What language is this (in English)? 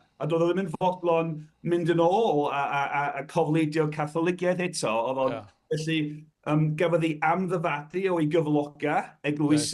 Welsh